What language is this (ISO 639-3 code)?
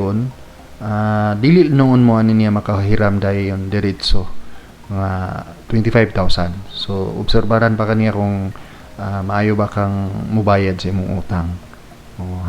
ceb